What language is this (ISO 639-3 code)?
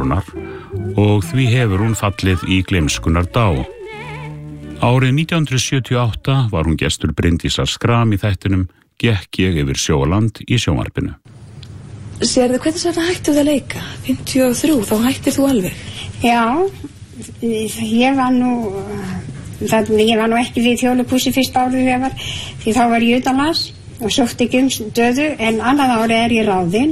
isl